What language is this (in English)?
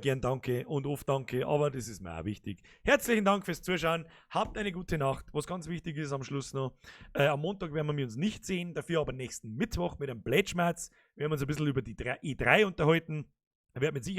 Bavarian